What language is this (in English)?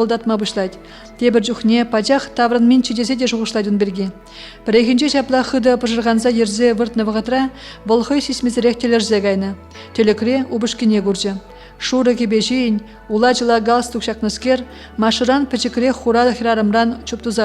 Chuvash